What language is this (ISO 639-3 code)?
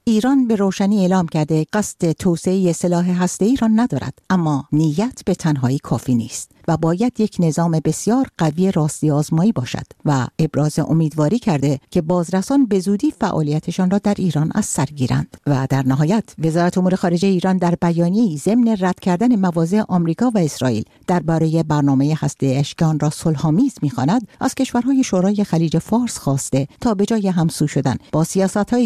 fas